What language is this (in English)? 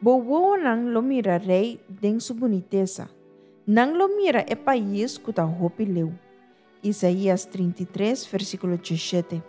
Papiamento